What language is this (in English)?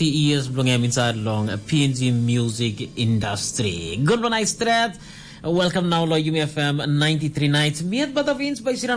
Tok Pisin